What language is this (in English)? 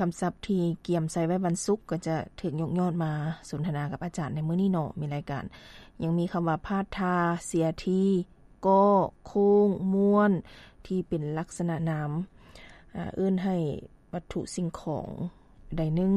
Lao